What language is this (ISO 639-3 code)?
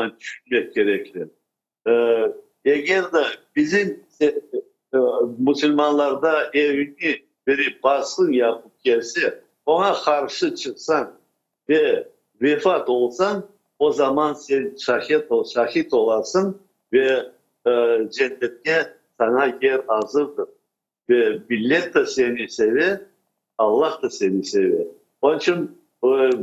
crh